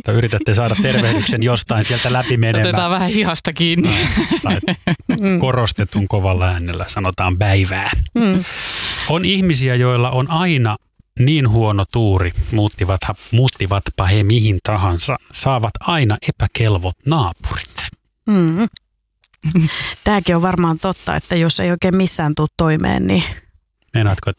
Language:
Finnish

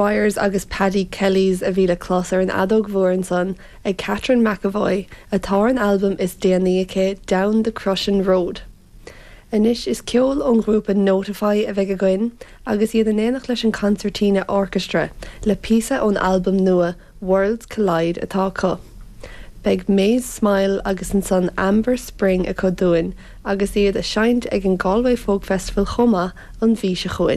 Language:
Irish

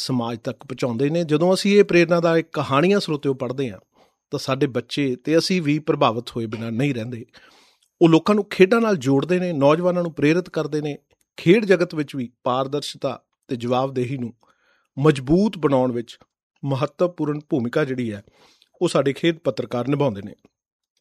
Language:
Punjabi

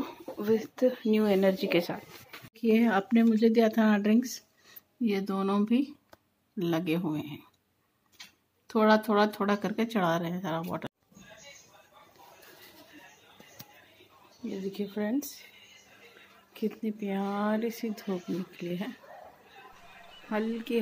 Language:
Hindi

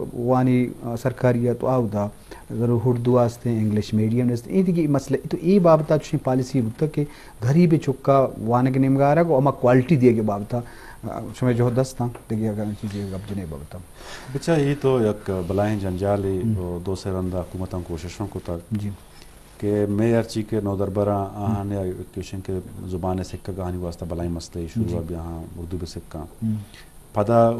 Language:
Eastern Balochi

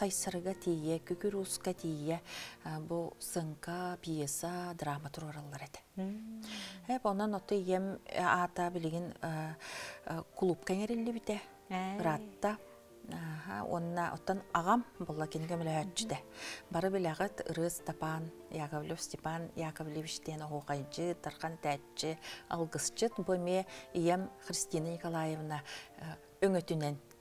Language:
Yakut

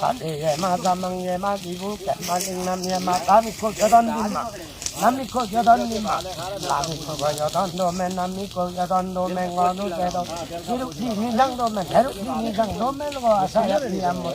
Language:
Limbu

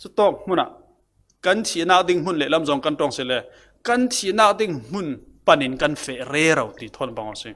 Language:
Falam Chin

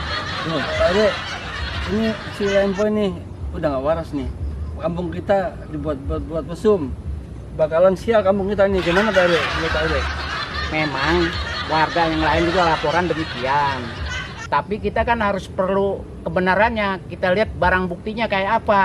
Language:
Betawi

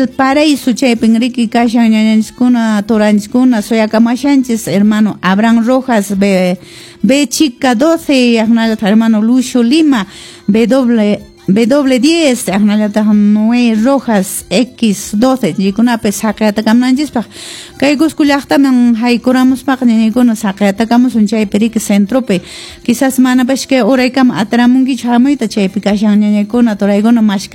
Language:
Quechua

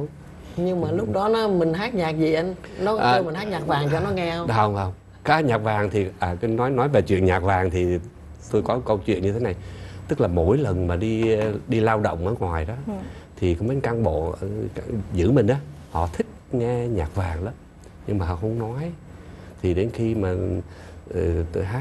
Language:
Vietnamese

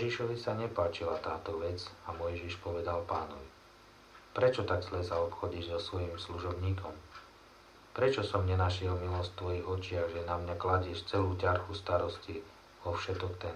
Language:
Slovak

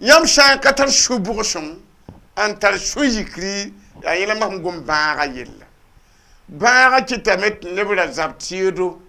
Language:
Mossi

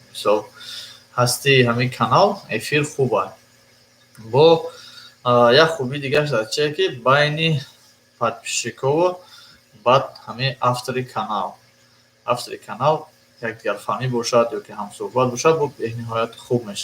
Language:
Tajik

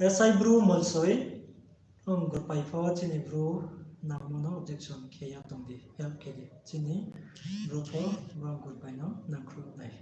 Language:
Riang (India)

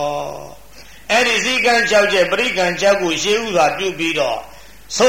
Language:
Burmese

